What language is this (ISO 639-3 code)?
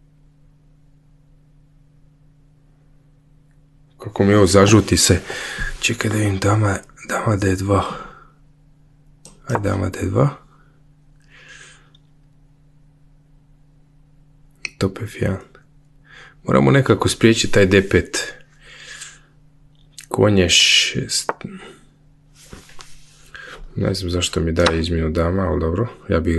hrv